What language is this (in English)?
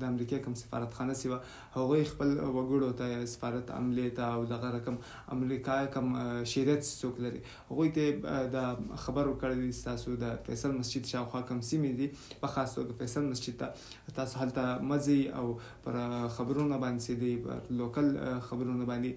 Pashto